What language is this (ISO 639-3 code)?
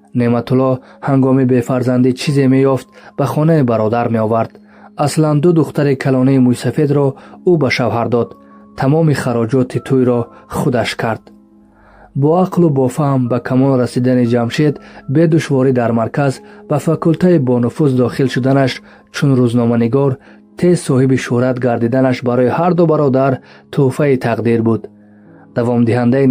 tgk